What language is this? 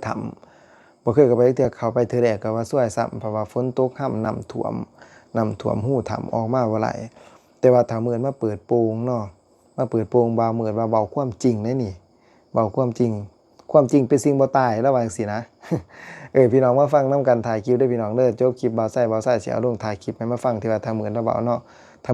Lao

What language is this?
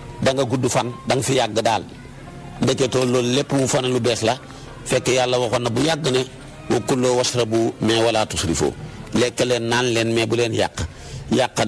Wolof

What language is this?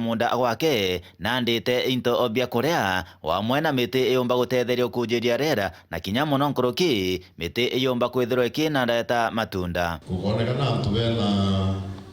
Meru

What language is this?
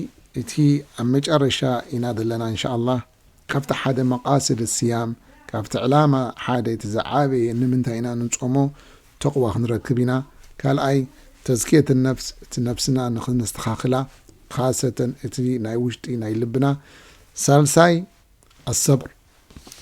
Tigrinya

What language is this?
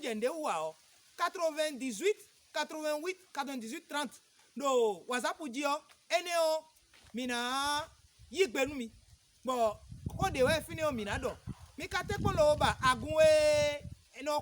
Fon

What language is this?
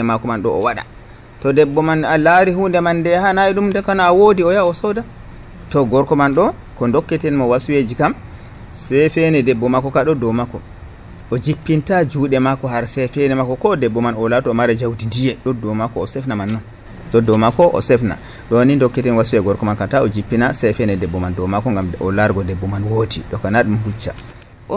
Nigerian Fulfulde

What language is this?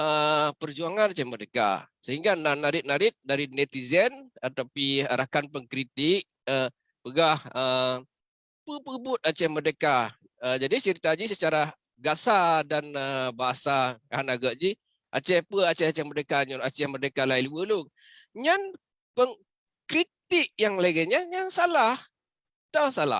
Achinese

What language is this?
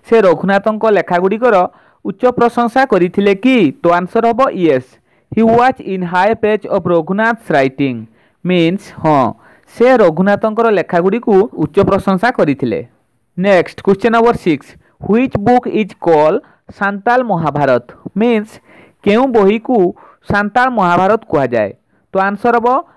Odia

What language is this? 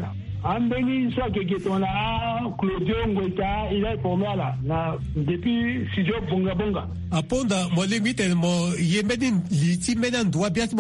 Sango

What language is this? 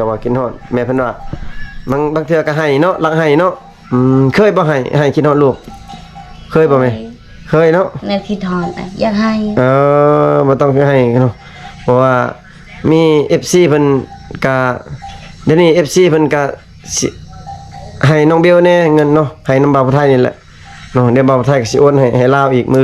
Lao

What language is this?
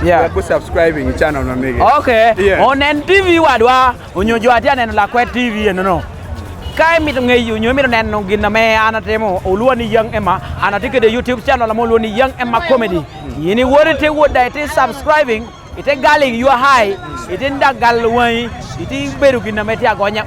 Acoli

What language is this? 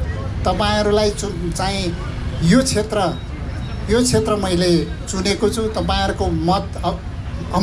Nepali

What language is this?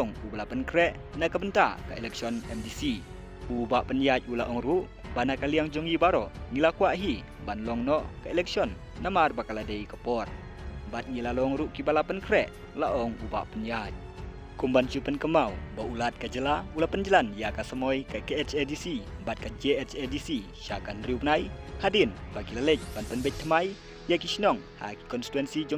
Khasi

